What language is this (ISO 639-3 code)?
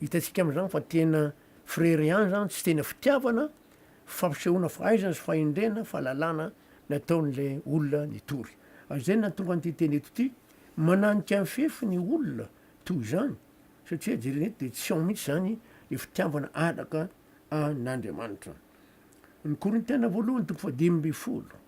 mlg